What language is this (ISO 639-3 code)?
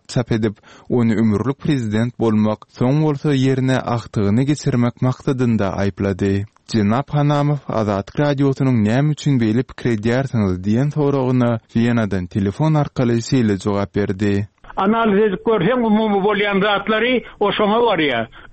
tuk